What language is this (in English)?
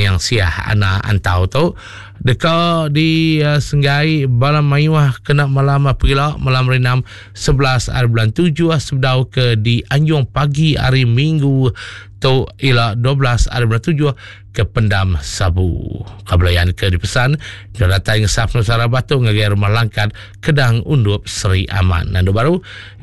Iban